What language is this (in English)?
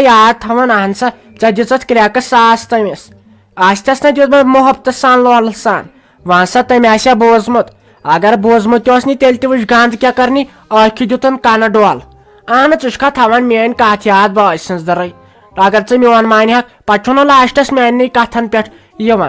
Kashmiri